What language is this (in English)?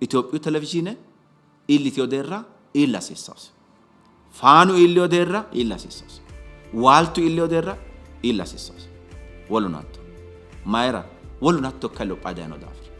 Sidamo